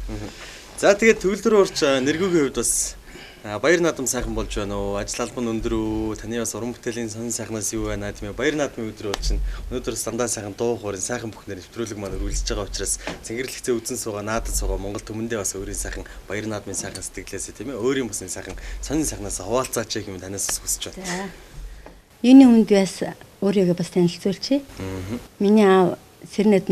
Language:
Mongolian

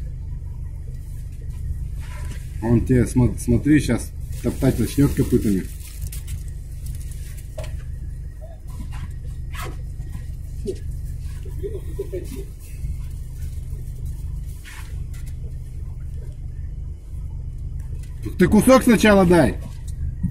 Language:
Russian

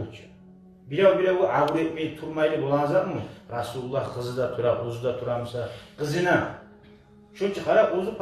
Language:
Kumyk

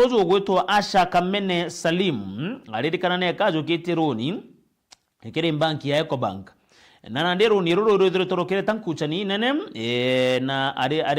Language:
Meru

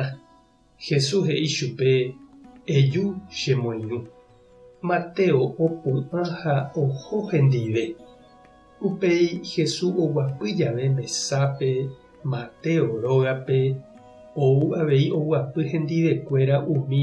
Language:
Guarani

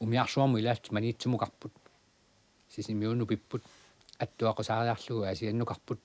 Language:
Kalaallisut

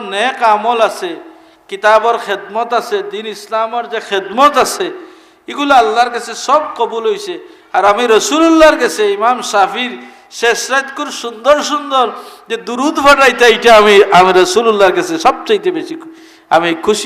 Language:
Sylheti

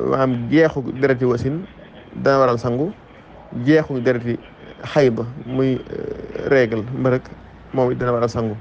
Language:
Wolof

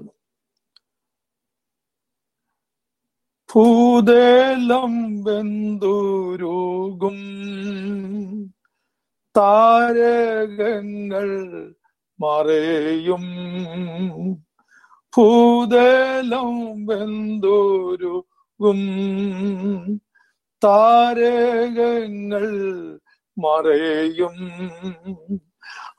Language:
Malayalam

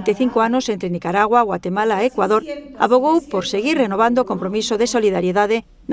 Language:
Galician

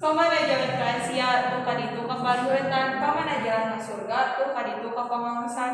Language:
Sundanese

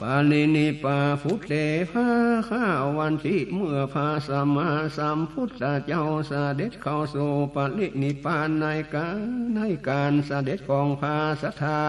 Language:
Northern Thai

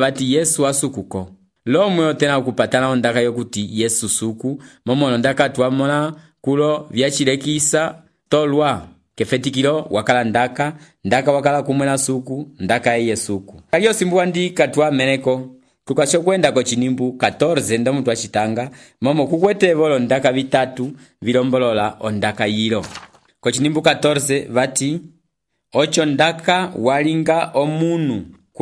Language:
Umbundu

